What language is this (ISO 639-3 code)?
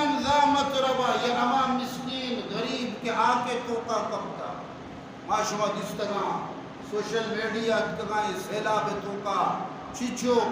bal